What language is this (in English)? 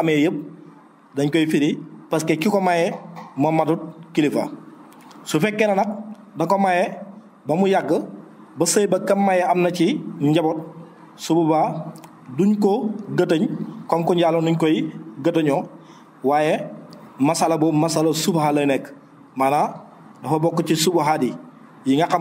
Wolof